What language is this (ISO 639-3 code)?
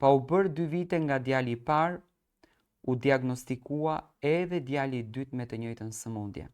sqi